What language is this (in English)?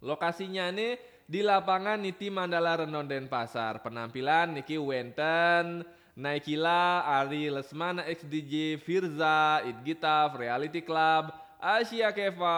Balinese